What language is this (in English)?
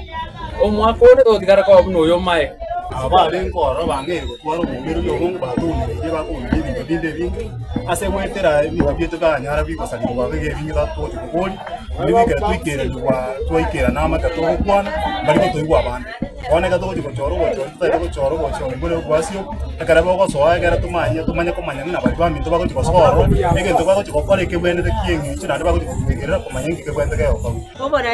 Gusii